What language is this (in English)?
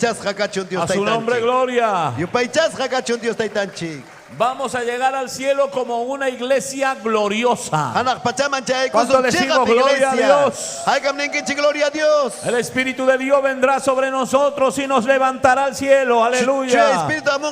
Ayacucho Quechua